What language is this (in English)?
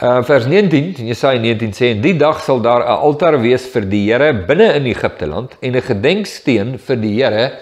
Afrikaans